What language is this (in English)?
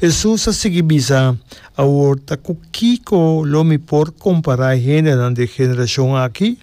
Papiamento